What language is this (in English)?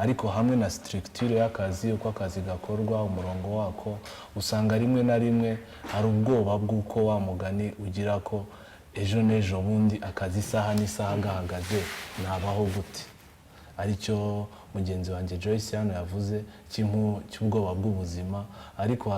Kinyarwanda